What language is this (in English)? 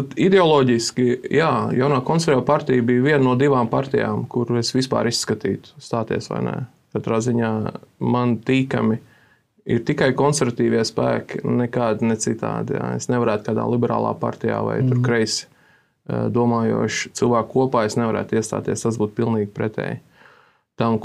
Latvian